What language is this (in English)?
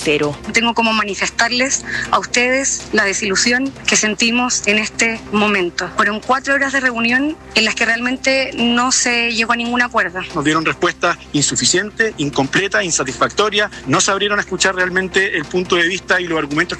Spanish